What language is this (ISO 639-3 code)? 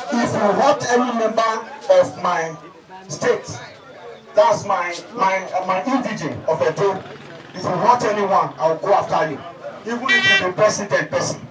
pcm